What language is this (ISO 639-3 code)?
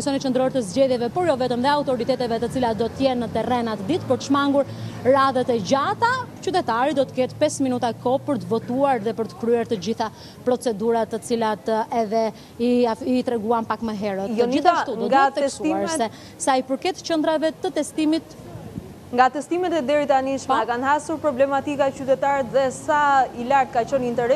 sqi